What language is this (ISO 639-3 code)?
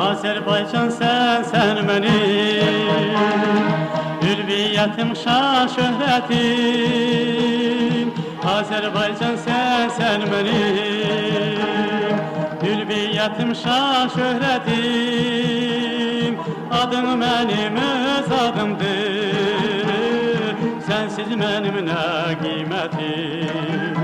azb